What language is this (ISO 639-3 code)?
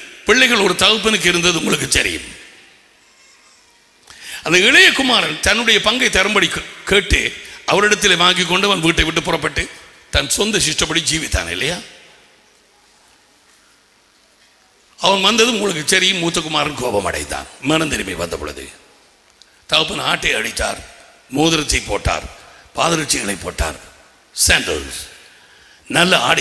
tam